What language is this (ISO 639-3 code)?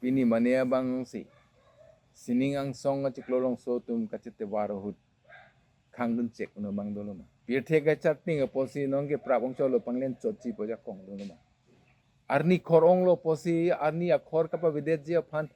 mjw